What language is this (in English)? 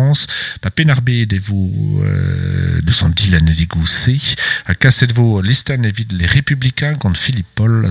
Breton